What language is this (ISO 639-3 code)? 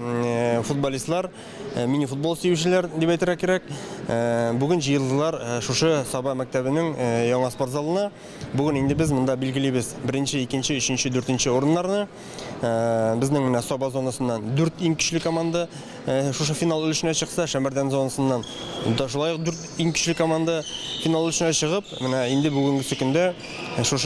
tat